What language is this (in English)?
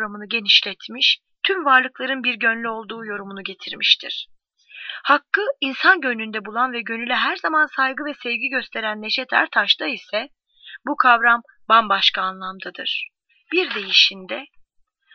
Turkish